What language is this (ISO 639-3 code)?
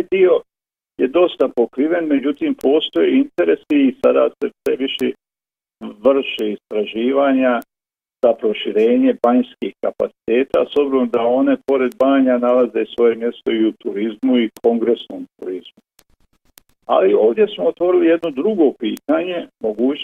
bos